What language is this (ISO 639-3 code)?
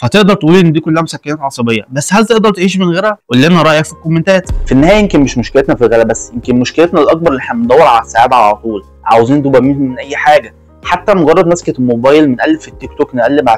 arz